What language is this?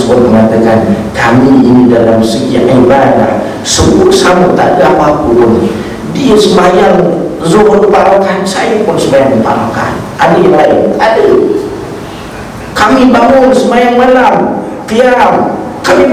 Malay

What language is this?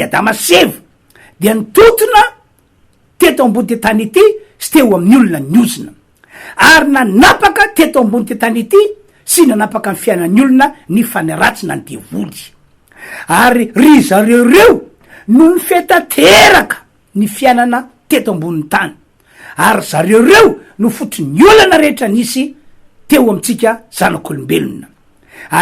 Malagasy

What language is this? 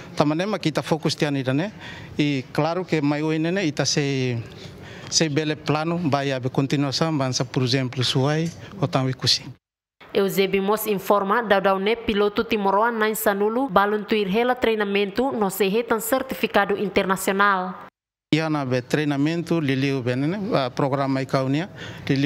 Tetum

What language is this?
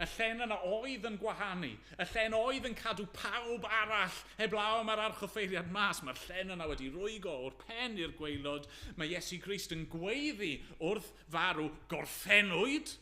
Welsh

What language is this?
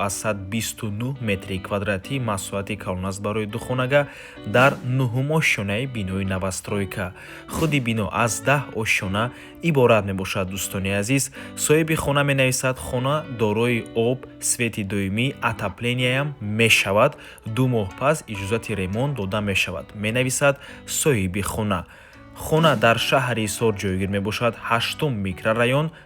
Tajik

